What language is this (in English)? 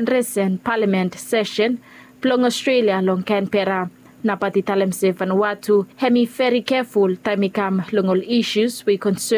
Bislama